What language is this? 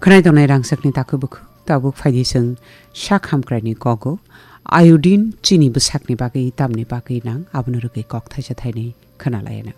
Kok Borok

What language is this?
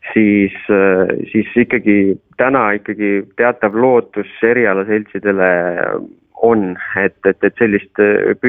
Estonian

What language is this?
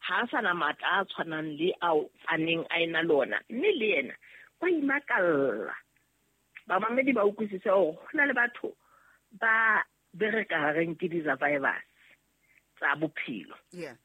Southern Sotho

